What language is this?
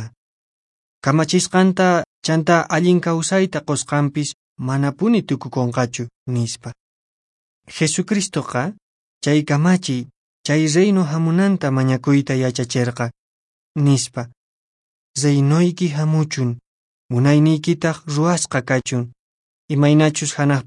Quechua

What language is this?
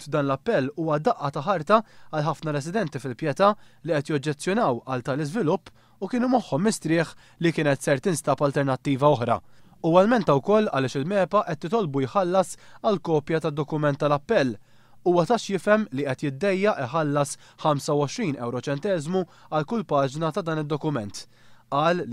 Maltese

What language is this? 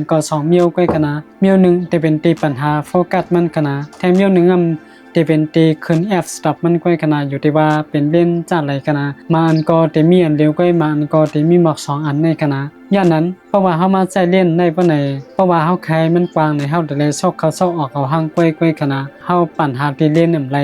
Shan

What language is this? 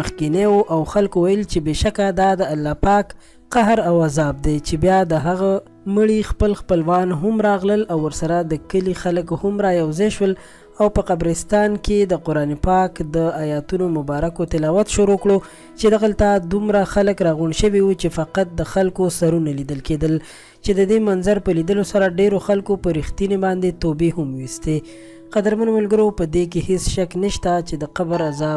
Pashto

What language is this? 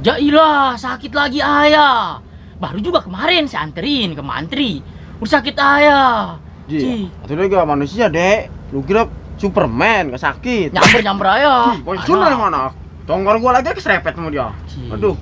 Betawi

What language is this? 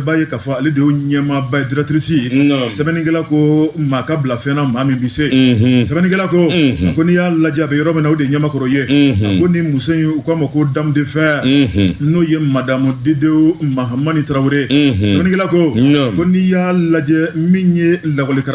Bambara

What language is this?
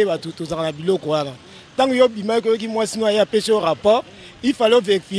Lingala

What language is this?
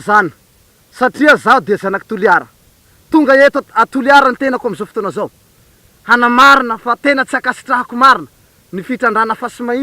Malagasy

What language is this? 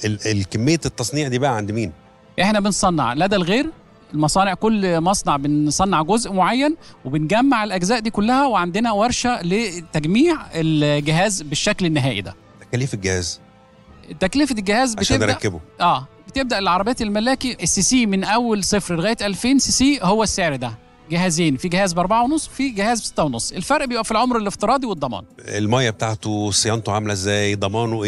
Egyptian Arabic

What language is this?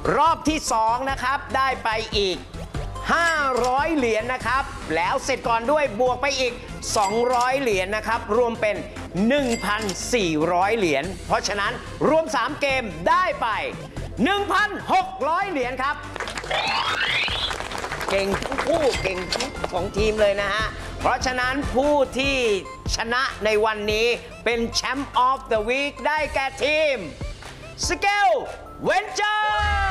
Thai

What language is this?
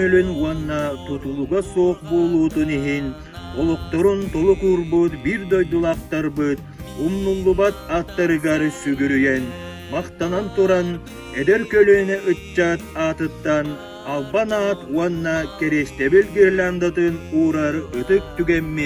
Yakut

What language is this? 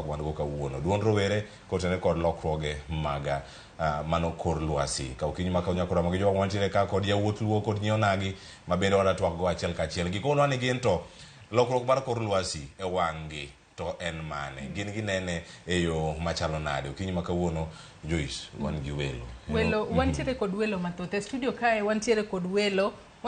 Luo (Kenya and Tanzania)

